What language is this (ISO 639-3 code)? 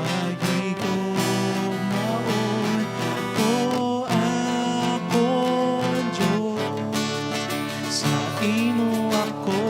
hil